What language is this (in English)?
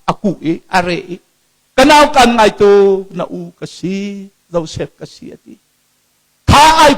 Hakha Chin